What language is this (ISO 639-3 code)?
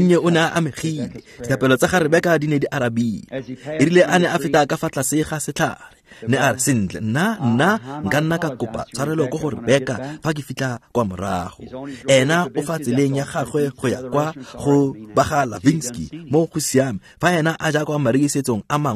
tsn